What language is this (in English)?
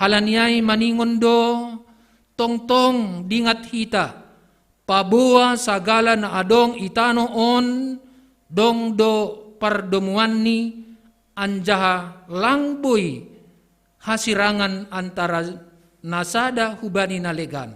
Batak Simalungun